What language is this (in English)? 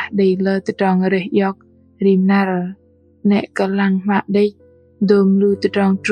Bahnar